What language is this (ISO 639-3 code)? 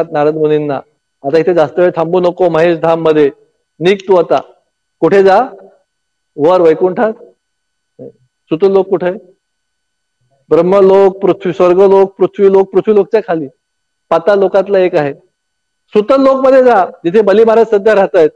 mar